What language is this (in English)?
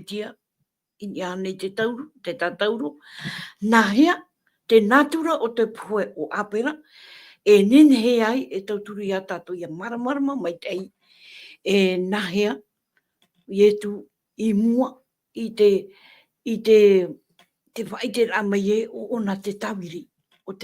Tahitian